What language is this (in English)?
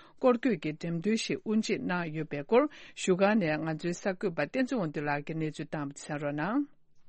Tibetan